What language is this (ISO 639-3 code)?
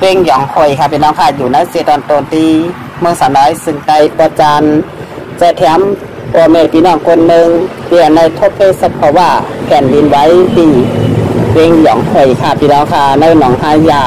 shn